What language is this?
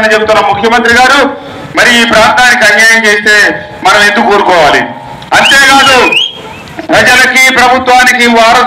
Telugu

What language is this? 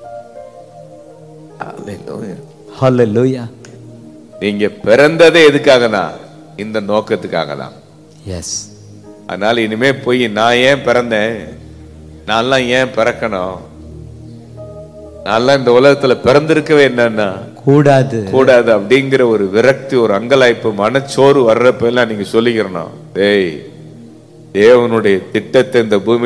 Tamil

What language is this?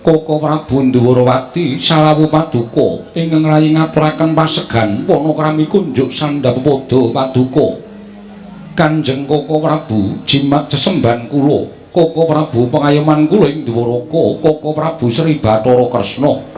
Javanese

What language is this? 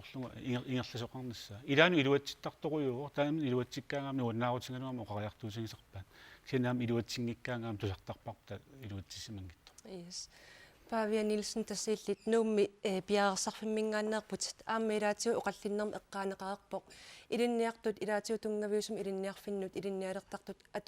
Kalaallisut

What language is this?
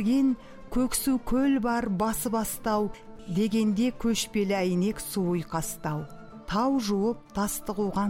Kazakh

